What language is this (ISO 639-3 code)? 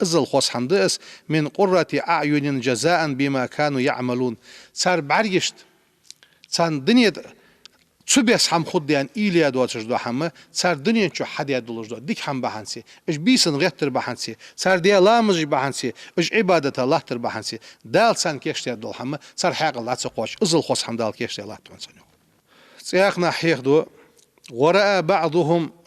inh